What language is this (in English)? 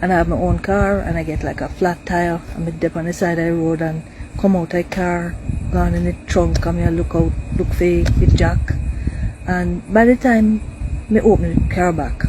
Jamaican Creole English